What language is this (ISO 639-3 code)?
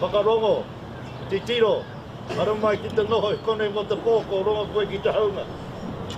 mri